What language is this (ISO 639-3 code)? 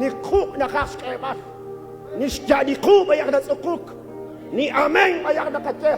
kek